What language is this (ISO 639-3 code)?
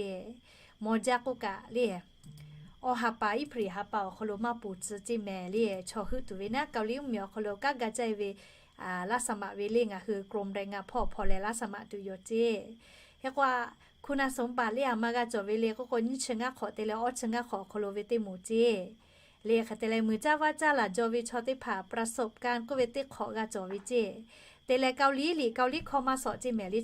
lhu